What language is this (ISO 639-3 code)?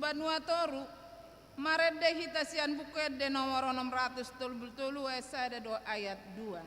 bbc